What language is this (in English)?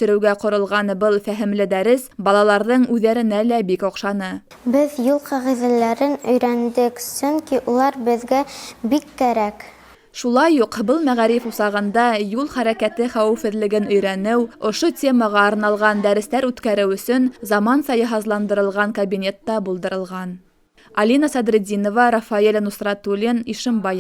Bashkir